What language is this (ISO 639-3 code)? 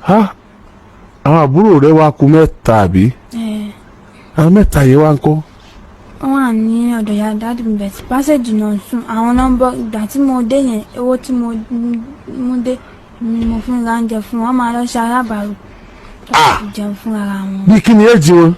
yor